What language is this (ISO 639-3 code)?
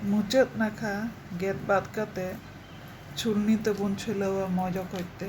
sat